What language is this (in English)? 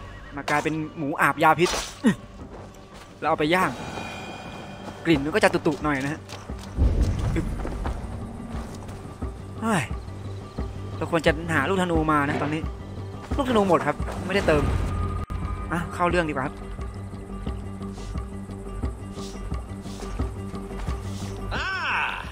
Thai